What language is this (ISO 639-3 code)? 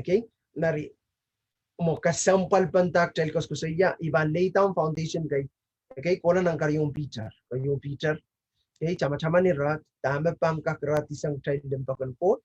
pon